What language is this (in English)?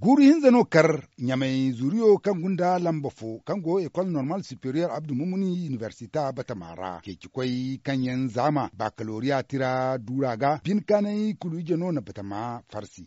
Zarma